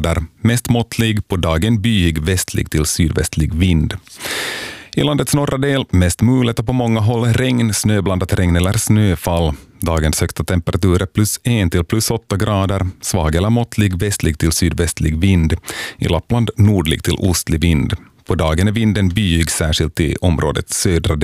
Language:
Swedish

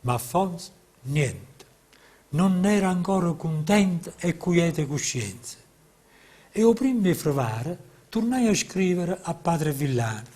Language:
Neapolitan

